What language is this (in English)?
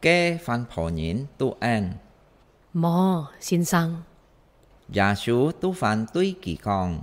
Hakka Chinese